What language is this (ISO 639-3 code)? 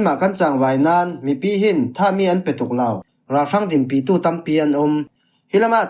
cfm